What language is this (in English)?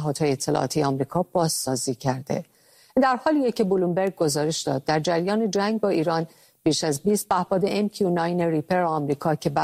Persian